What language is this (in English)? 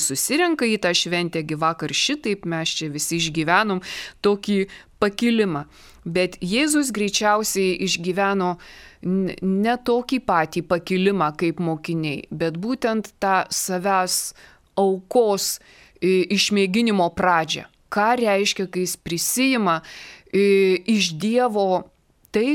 Lithuanian